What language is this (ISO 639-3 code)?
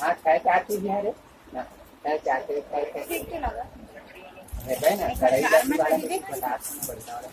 hne